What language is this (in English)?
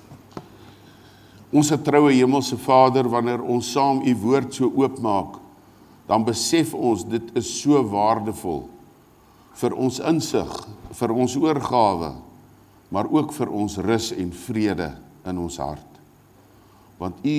Afrikaans